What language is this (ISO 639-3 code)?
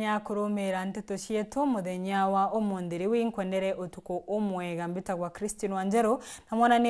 mer